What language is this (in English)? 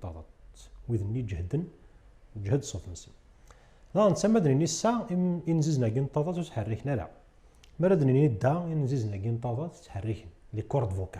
Kabyle